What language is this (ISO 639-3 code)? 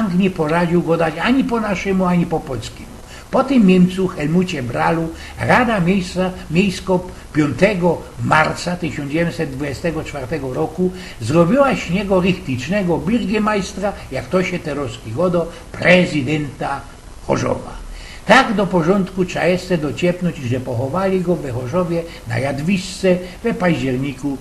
szl